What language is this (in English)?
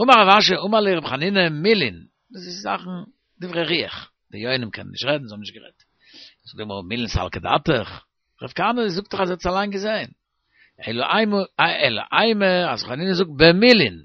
Yiddish